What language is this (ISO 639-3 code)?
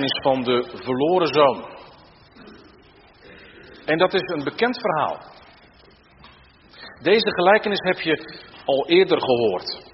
nld